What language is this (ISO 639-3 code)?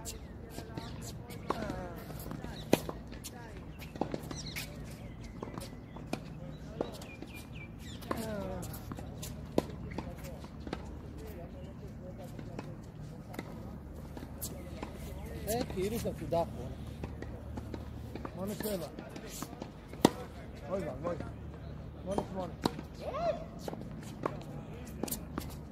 heb